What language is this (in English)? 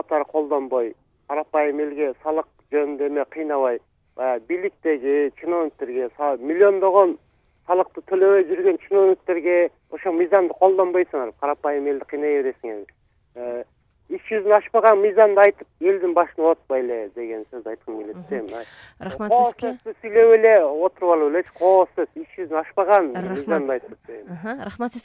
Kyrgyz